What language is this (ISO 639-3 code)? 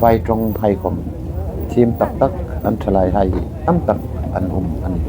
hmr